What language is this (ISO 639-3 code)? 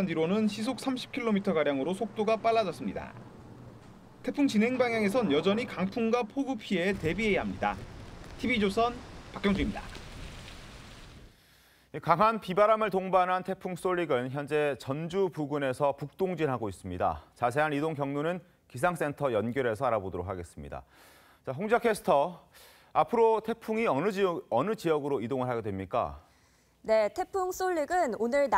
kor